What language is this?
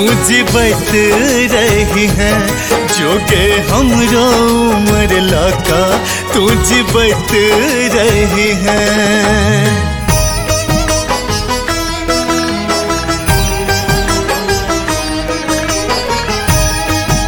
Bhojpuri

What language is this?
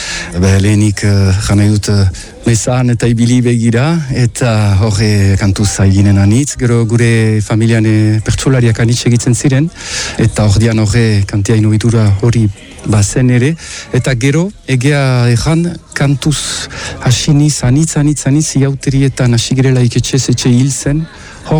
Basque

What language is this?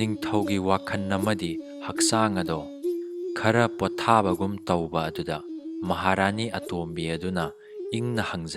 Manipuri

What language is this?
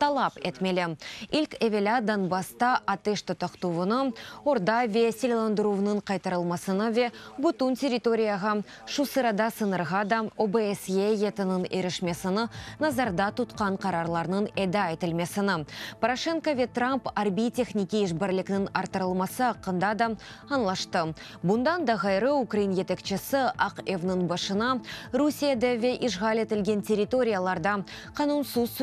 Crimean Tatar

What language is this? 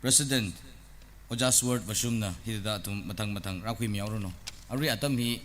Tangkhul Naga (India)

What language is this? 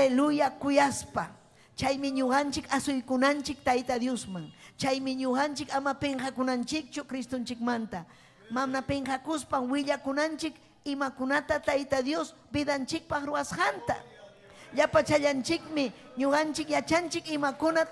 Ayacucho Quechua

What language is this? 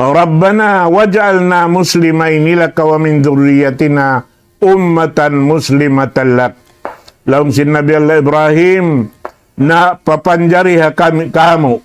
Tausug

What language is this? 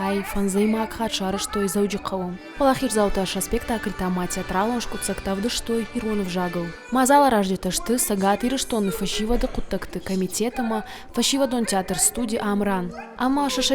Ossetic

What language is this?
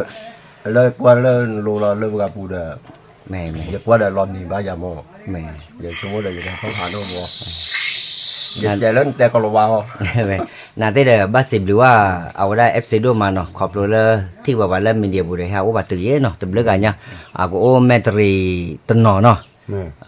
S'gaw Karen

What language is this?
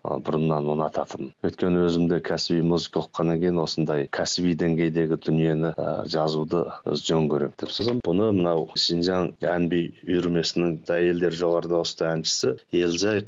Kazakh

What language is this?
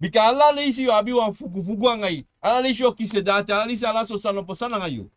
Sranan Tongo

